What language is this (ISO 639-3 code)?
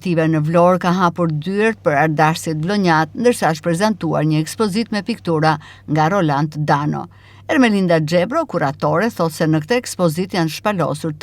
sqi